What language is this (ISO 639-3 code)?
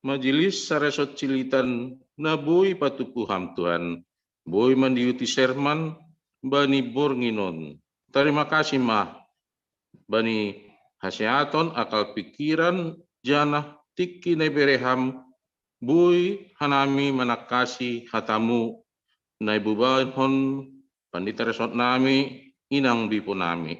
bts